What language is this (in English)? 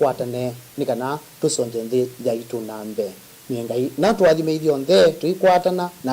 Kamba